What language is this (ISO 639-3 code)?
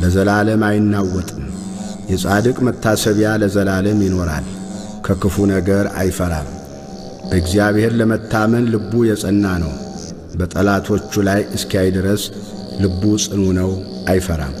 amh